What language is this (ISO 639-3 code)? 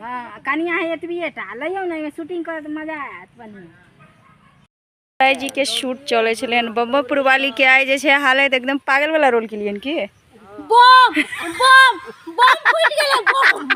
mai